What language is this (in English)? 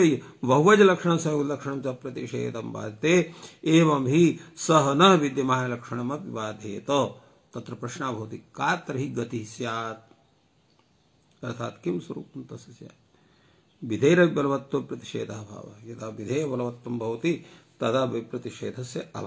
Sanskrit